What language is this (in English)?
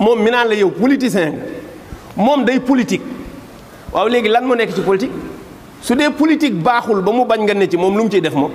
Wolof